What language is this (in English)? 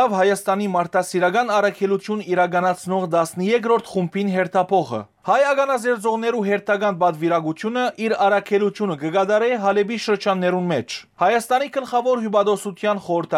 Western Armenian